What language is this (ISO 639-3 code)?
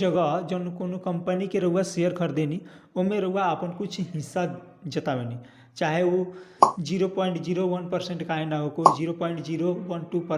bho